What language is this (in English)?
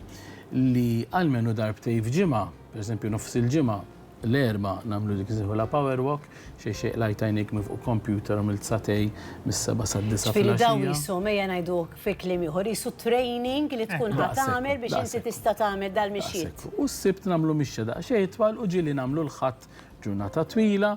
Maltese